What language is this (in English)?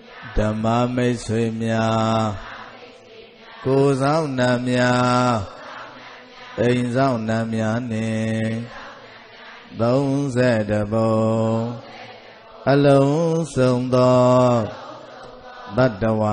Burmese